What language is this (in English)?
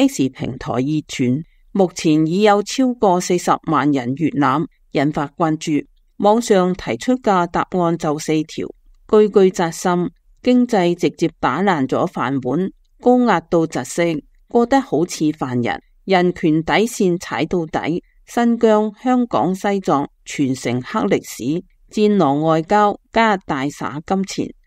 Cantonese